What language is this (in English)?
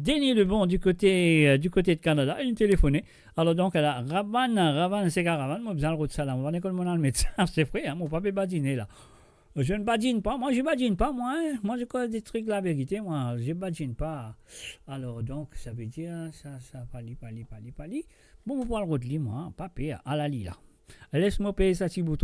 Morisyen